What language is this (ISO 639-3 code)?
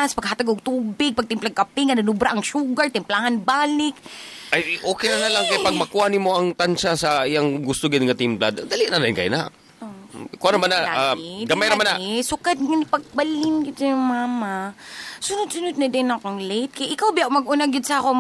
ceb